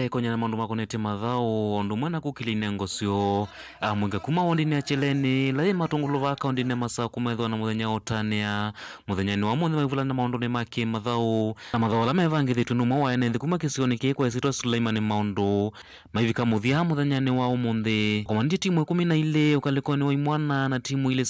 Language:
Kamba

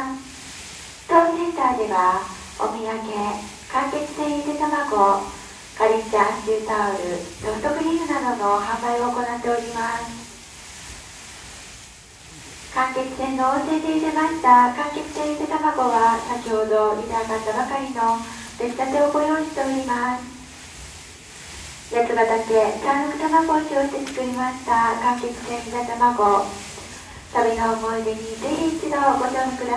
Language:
Japanese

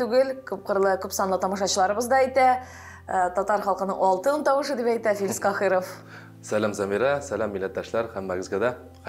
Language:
Tatar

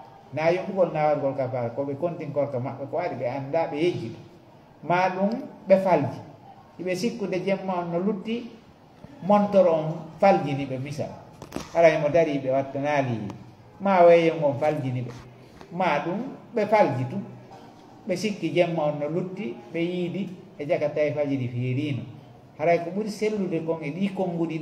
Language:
Fula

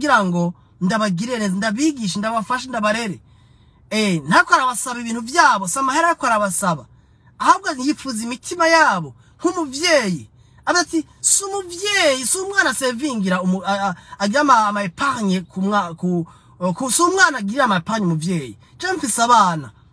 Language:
Rundi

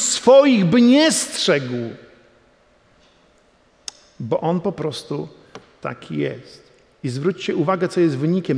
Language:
Polish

